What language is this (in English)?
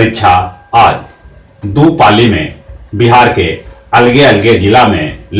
Magahi